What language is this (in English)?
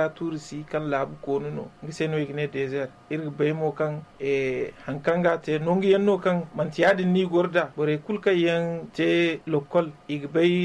Zarma